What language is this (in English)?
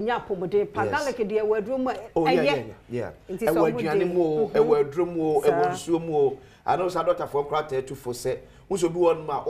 Akan